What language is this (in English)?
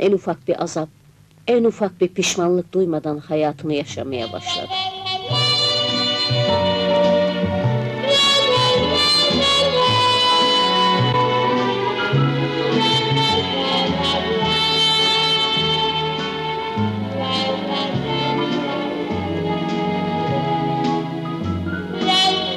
Turkish